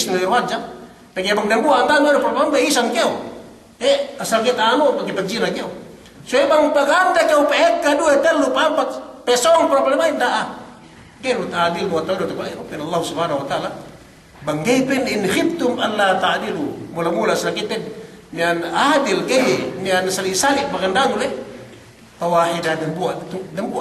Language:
Yakan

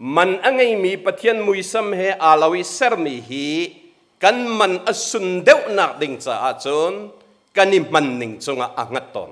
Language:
Hakha Chin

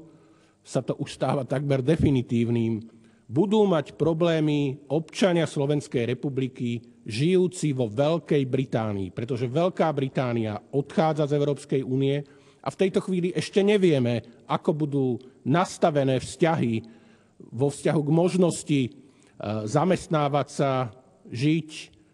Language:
Slovak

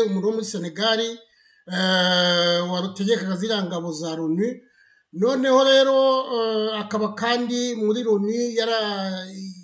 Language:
Kinyarwanda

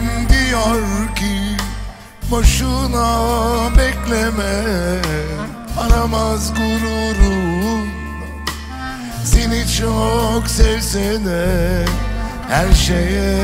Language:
Turkish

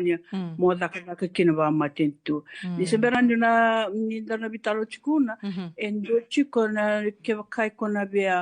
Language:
Fijian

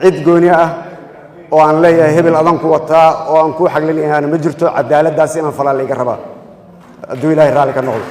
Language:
Somali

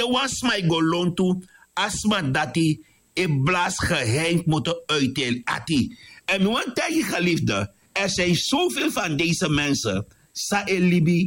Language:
Sranan Tongo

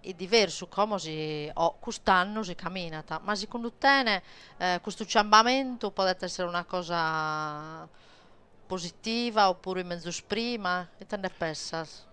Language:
Sardinian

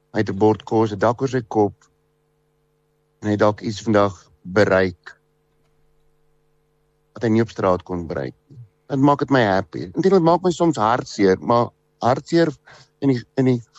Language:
Afrikaans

